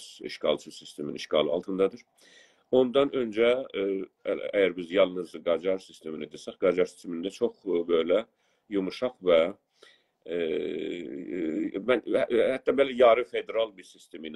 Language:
South Azerbaijani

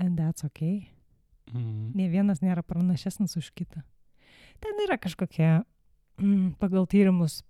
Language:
Lithuanian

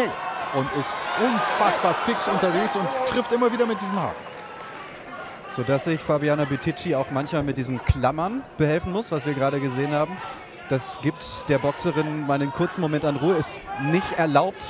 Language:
German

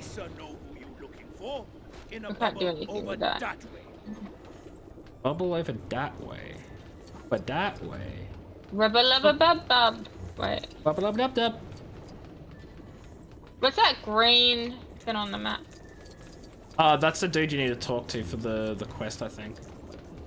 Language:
English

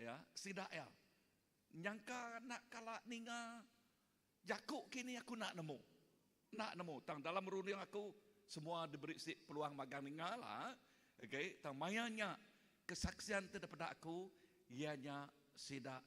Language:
Iban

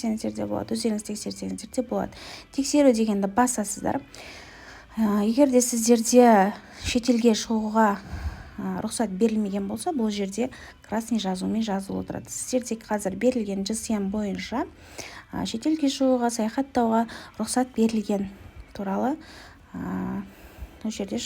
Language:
Kazakh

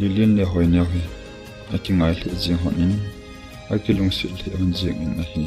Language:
Thado Chin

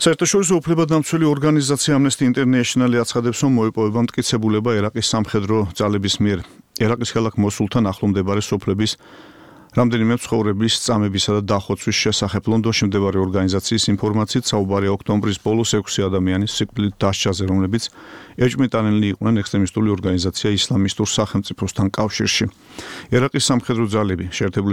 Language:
Georgian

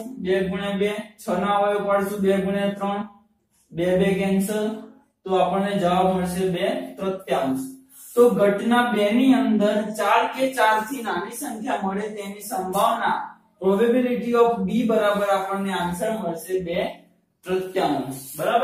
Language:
Gujarati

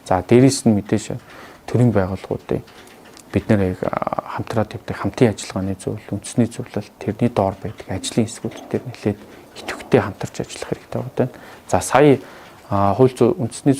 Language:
Mongolian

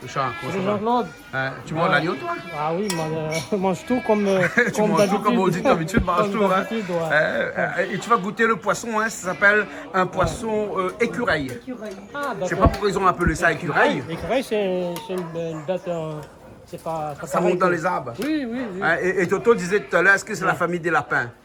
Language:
Réunion Creole French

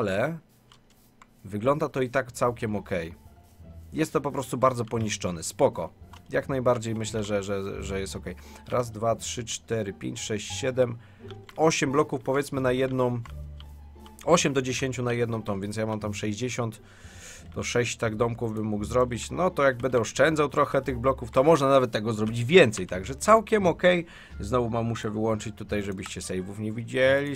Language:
Polish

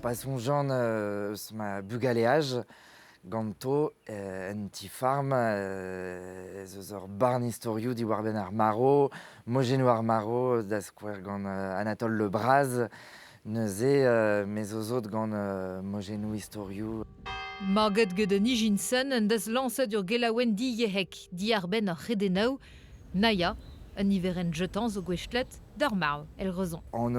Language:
Breton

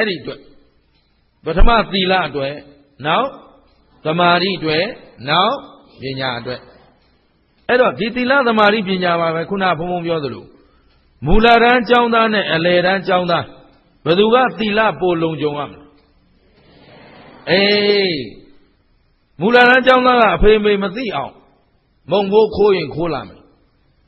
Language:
Burmese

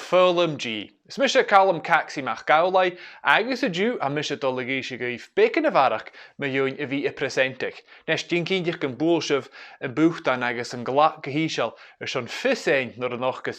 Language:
Scottish Gaelic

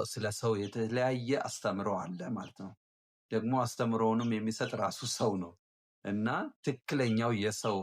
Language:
Amharic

